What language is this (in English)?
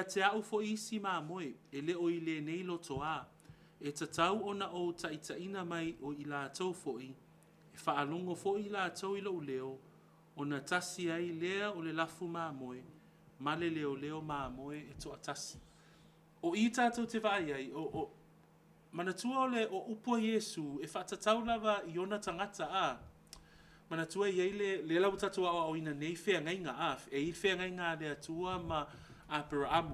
Samoan